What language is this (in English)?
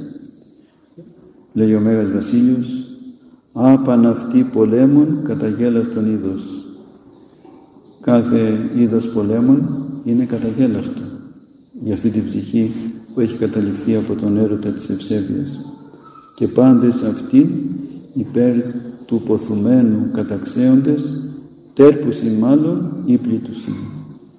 Greek